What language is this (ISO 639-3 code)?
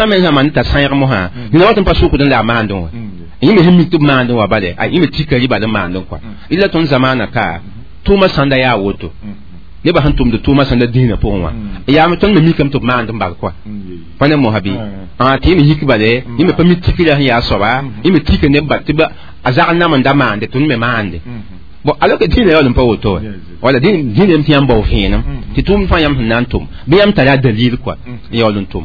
mos